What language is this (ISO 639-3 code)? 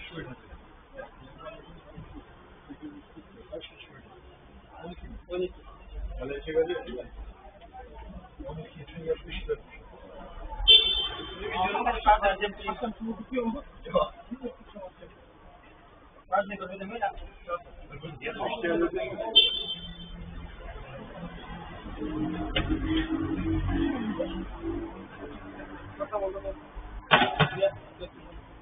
tur